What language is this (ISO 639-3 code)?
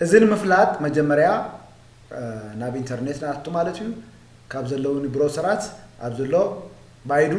tir